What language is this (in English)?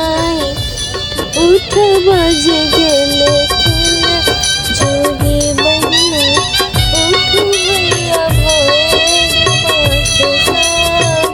Maithili